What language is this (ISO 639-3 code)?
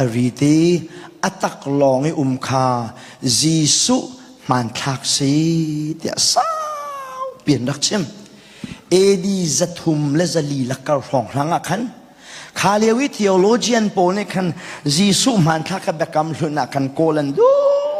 cnh